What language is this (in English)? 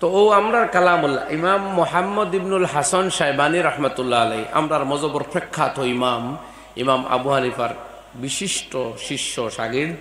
Sylheti